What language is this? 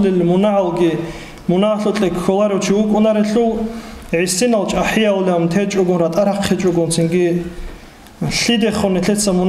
Avaric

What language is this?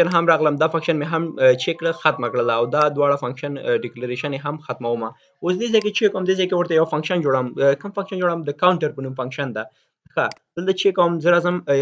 Pashto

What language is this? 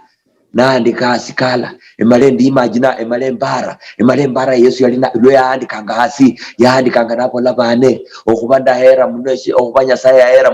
Luyia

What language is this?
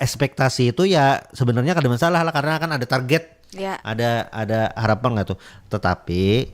Banjar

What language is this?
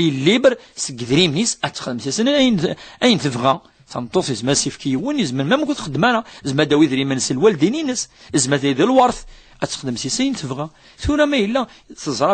Kabyle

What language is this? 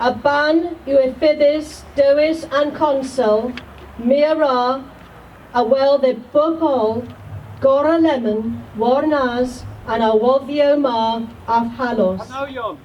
Cornish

